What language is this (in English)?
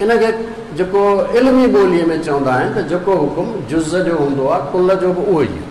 Sindhi